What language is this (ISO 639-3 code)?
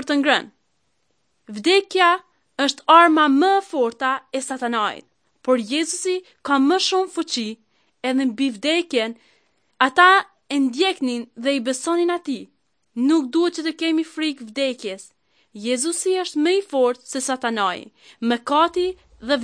sqi